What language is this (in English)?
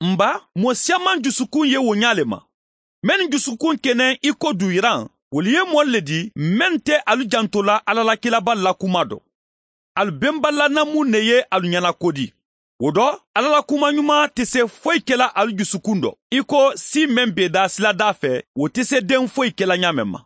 Mandingo